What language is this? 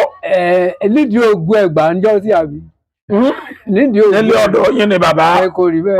Yoruba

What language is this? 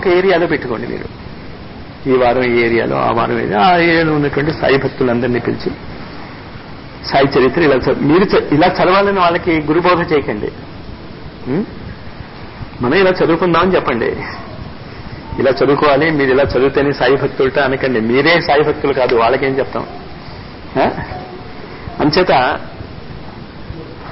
Telugu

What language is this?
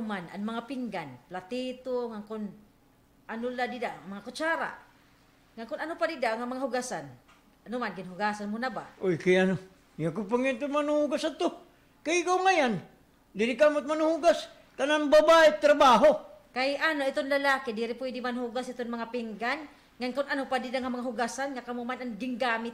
Waray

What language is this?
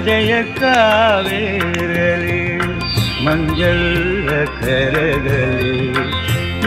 Kannada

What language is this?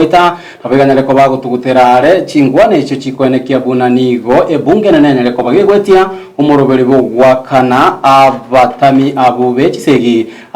Gusii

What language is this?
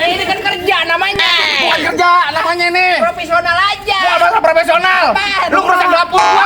Betawi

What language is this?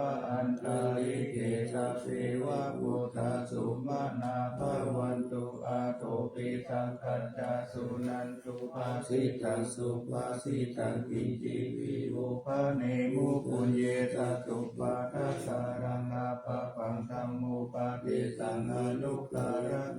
Pali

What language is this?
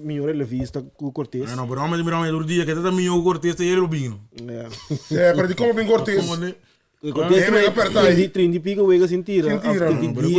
Papiamento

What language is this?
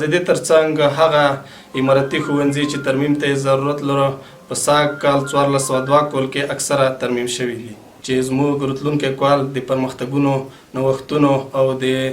Pashto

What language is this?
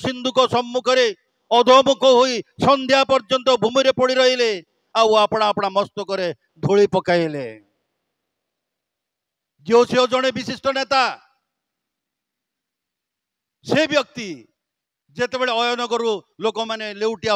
Odia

